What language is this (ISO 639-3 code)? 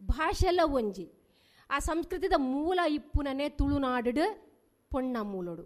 tcy